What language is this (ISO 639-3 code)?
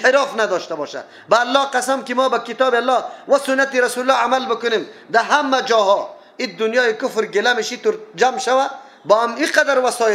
fas